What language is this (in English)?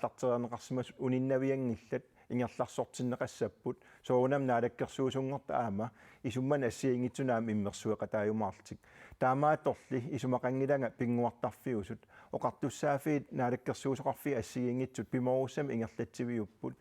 Kalaallisut